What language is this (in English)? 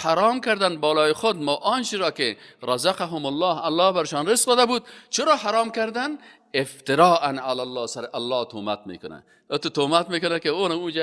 Persian